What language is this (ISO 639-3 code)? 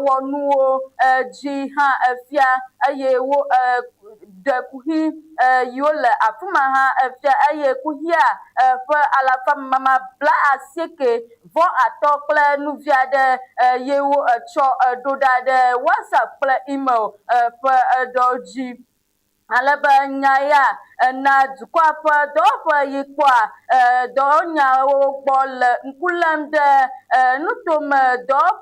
ewe